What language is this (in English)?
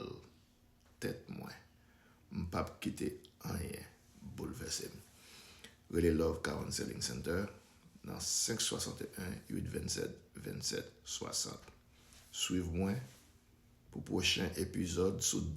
Haitian Creole